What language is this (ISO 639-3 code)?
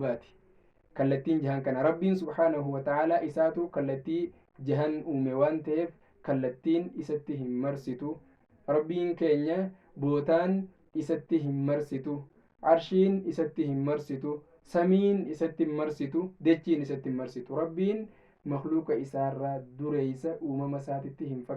orm